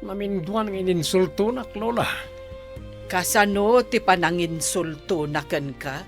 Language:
Iloko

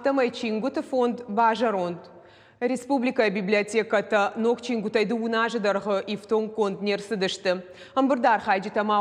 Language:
Ossetic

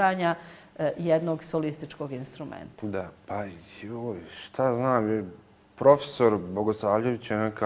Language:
Bosnian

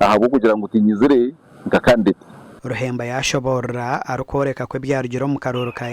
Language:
Nyankole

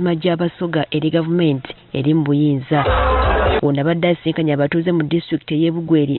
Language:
Ganda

